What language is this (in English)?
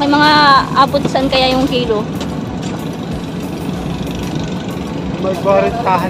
Filipino